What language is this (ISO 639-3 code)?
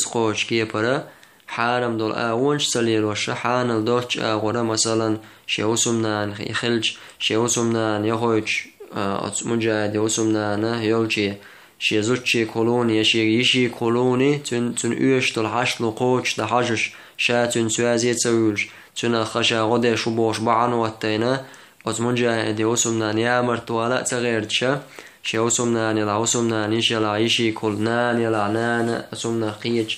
che